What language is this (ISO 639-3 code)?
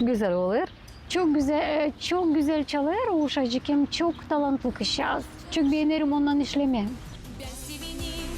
gag